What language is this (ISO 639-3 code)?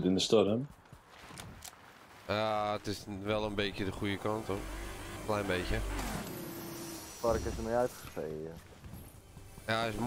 nld